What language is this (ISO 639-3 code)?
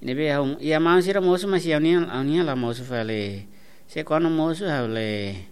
tet